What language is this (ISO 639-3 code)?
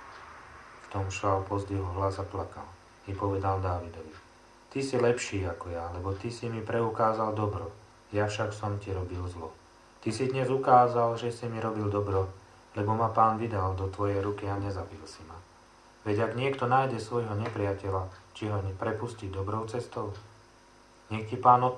slk